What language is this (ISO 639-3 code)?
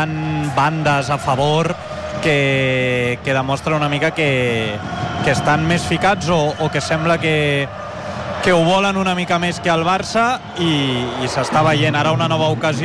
cat